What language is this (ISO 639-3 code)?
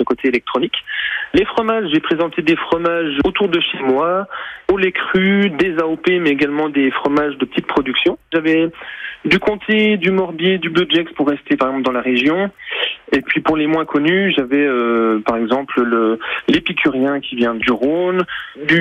fra